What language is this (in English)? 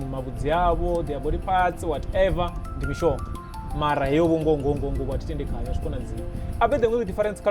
Venda